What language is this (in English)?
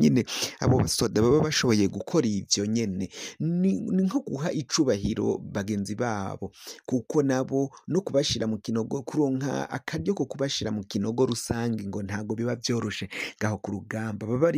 Rundi